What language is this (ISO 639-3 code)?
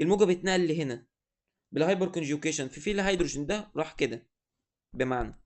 arz